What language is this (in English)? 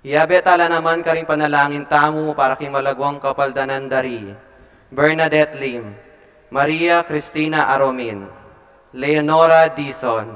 Pampanga